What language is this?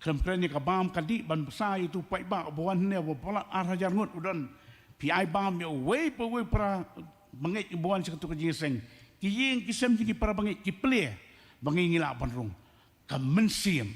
Khasi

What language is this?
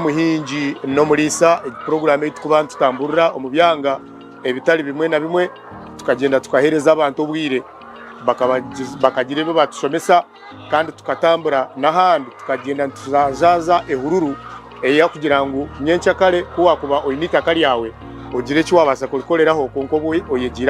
Nyankole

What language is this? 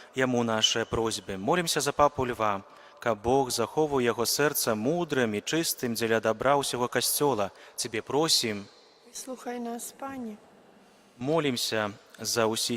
Belarusian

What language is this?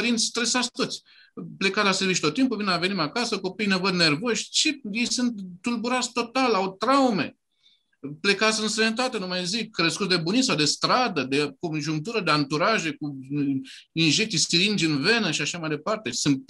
Romanian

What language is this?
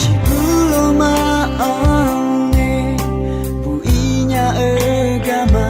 Akha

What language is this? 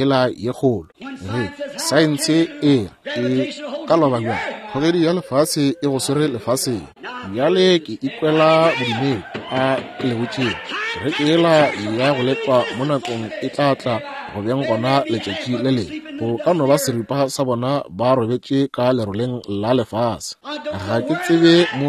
Northern Sotho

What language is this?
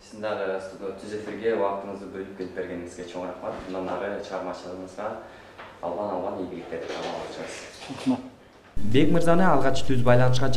Kyrgyz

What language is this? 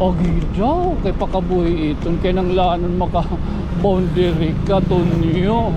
Waray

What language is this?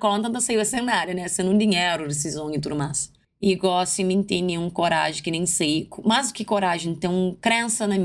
Kabuverdianu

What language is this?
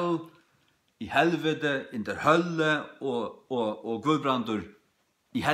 Faroese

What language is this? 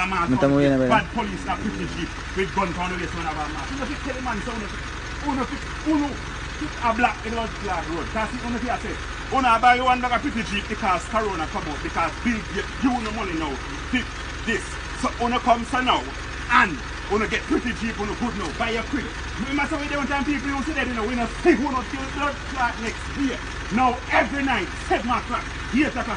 Jamaican Creole English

